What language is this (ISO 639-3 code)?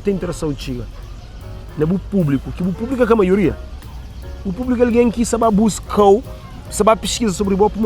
kea